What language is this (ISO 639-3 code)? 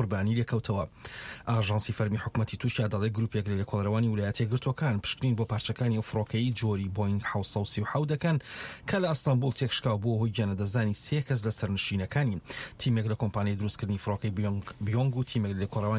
ckb